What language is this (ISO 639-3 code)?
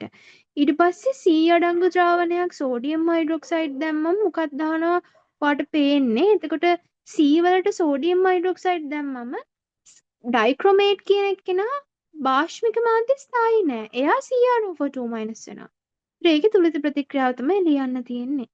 sin